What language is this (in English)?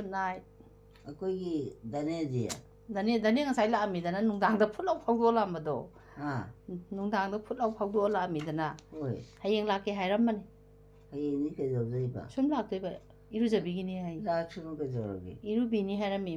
Manipuri